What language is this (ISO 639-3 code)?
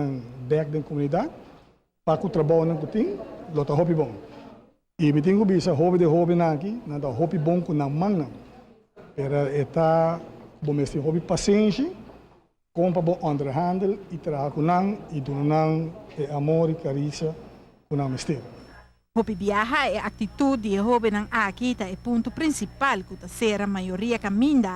pap